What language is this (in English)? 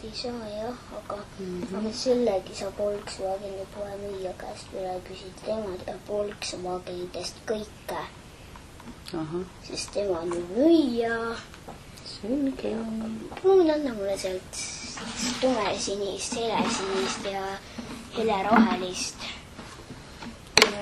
Estonian